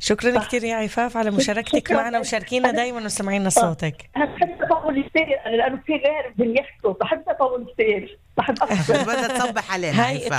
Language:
North Levantine Arabic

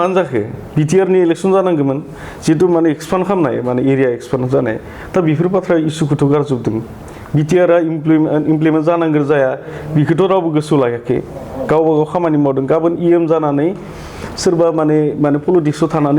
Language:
Bodo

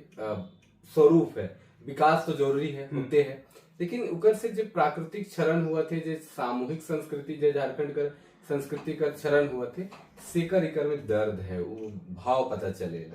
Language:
Sadri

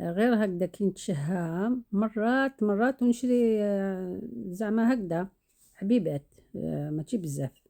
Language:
Algerian Arabic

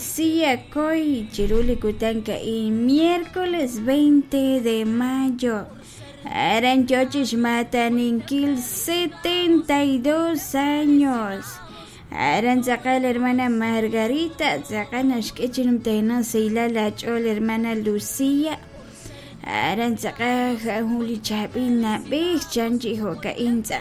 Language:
Kekchí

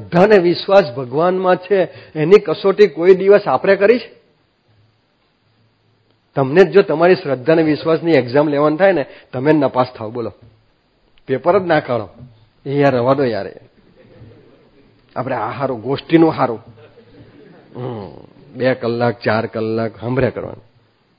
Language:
Gujarati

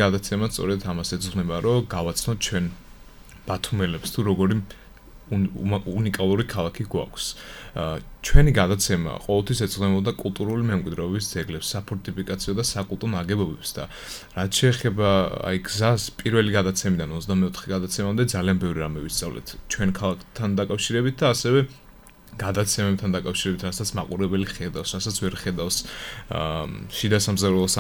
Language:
Georgian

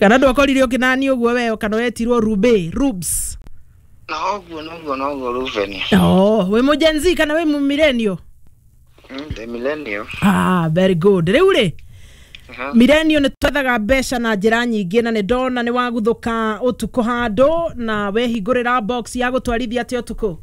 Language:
Kikuyu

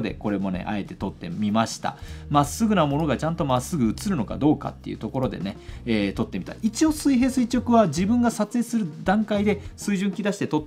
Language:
Japanese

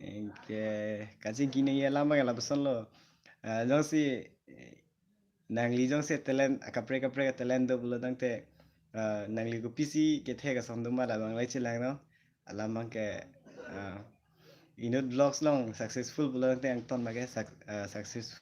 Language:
Karbi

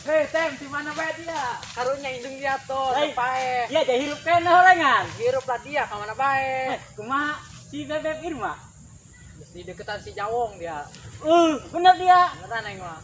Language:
Sundanese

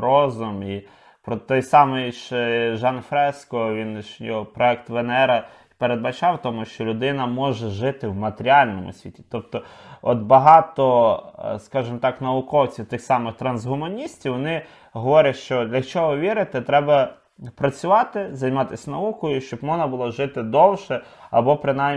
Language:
Ukrainian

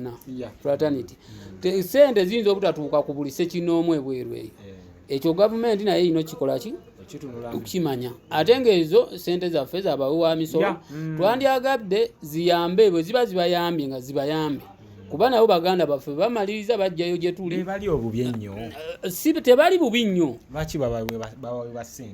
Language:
Ganda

